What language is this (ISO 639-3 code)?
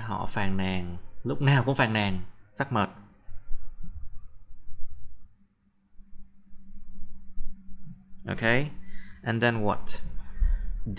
vie